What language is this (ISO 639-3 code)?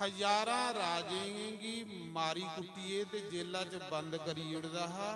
doi